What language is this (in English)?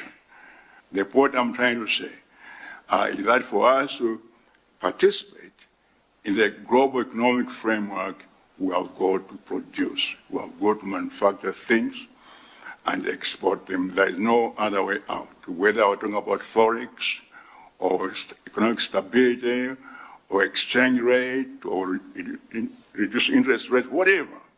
English